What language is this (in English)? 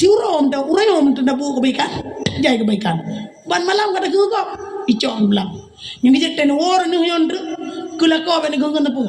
Achinese